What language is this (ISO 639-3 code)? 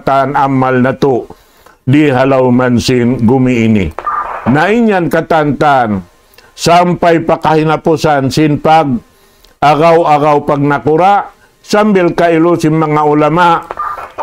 tsg